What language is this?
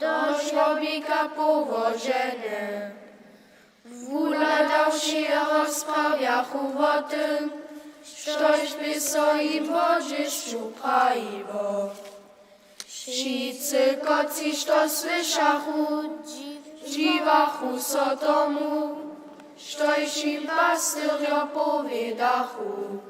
Upper Sorbian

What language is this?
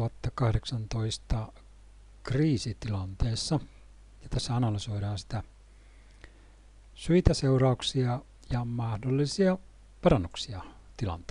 Finnish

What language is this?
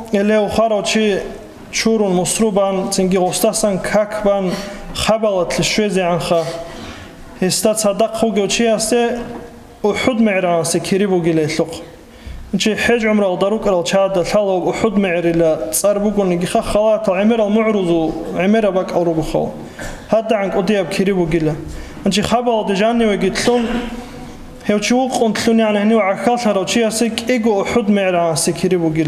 Avaric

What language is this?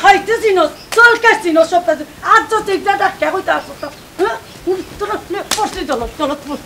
Sylheti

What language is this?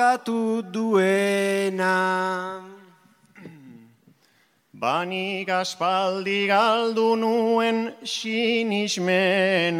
Basque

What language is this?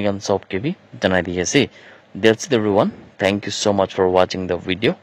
Naga Pidgin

